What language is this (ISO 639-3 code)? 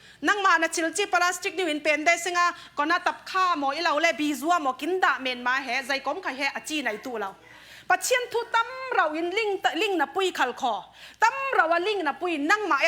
cfm